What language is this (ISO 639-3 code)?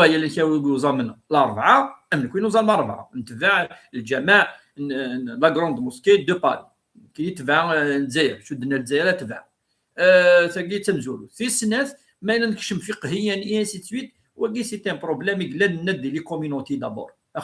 kab